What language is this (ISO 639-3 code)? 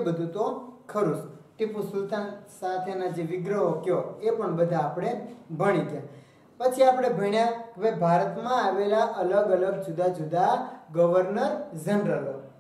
guj